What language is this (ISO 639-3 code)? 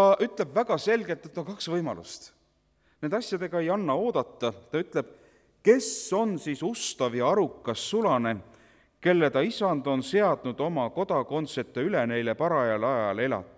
est